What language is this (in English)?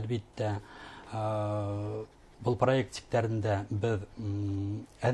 Bashkir